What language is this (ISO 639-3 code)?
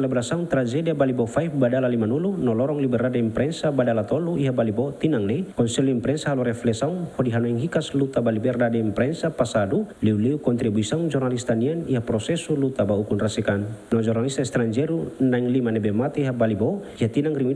tet